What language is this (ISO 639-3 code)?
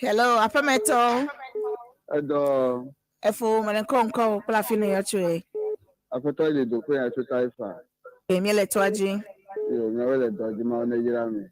ewe